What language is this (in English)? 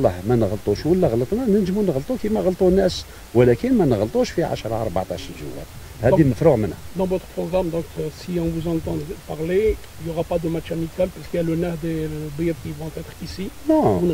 Algerian Arabic